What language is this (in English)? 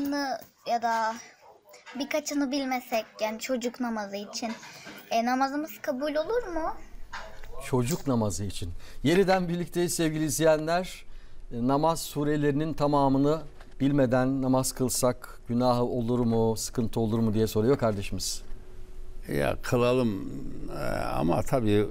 Turkish